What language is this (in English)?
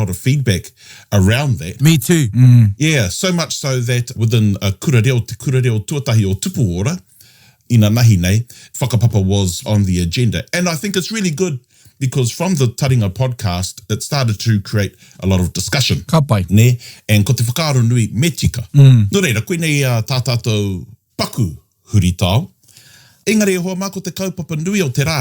Māori